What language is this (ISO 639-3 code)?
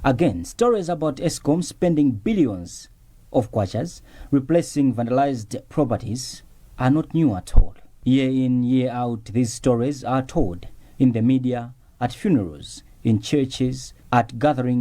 eng